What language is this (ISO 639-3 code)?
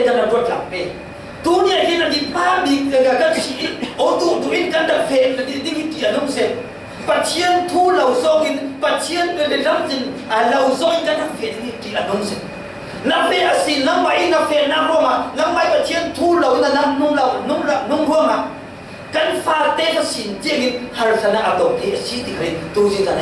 cfm